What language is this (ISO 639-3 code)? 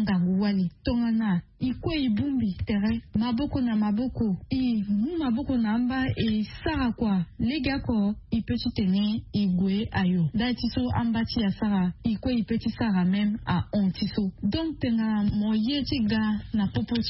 sag